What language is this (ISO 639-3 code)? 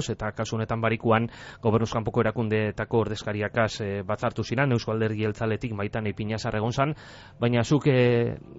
eus